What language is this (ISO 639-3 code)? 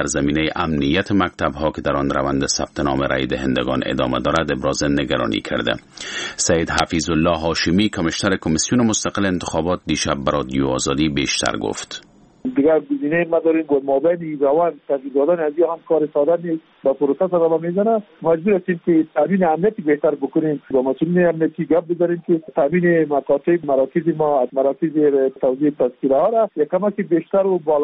fas